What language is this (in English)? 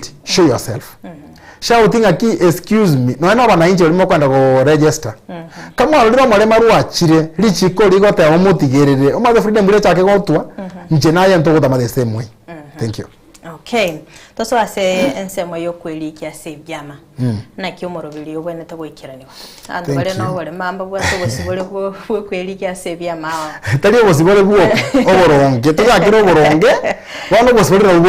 Gusii